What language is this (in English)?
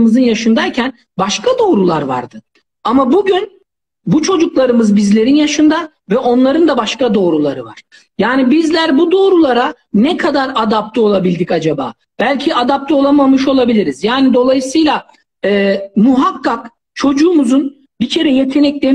Turkish